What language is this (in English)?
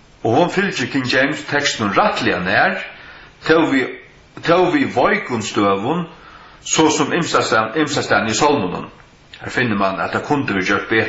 Faroese